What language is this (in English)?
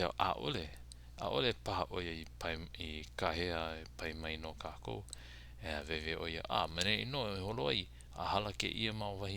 Hawaiian